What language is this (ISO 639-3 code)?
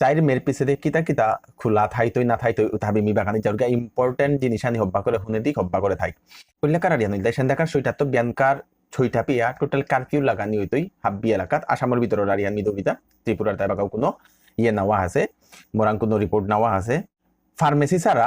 bpy